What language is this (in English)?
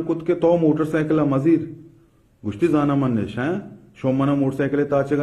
Baluchi